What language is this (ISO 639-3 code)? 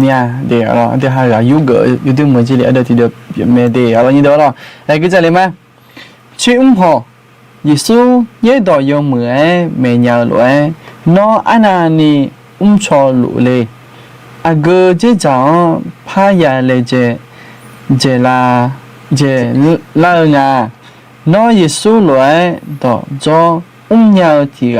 ahk